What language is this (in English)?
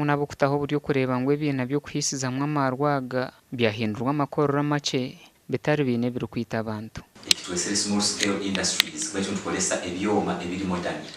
Nyankole